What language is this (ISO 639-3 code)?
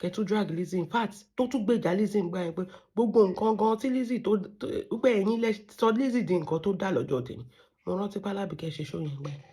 yor